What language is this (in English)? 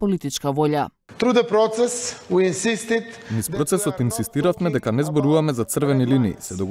Macedonian